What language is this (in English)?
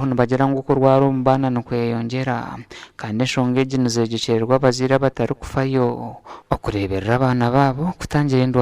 Nyankole